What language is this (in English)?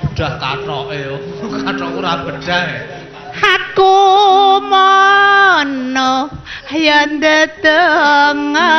Javanese